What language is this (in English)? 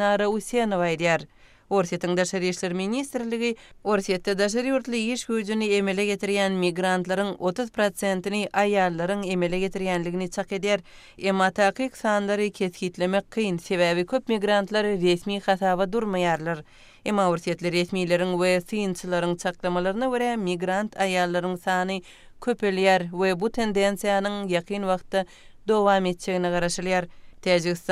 Turkmen